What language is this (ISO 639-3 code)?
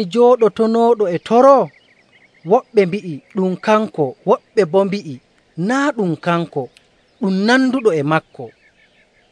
fuv